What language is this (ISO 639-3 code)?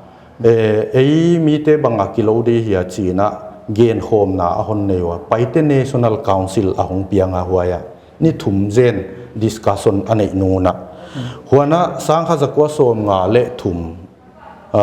pck